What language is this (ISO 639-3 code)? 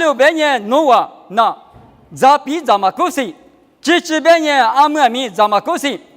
lis